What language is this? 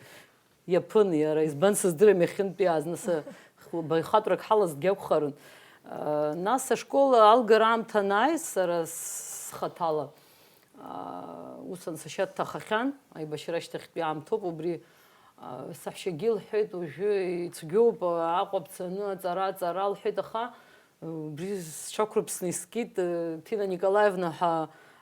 Abkhazian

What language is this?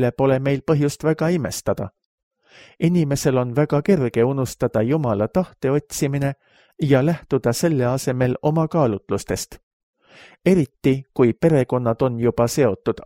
Estonian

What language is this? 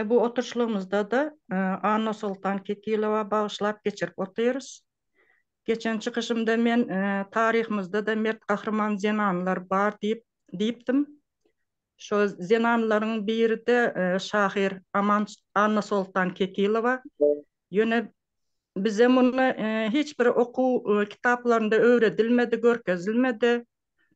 Turkmen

